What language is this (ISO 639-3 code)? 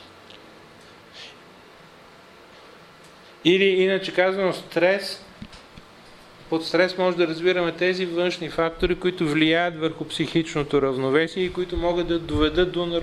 bul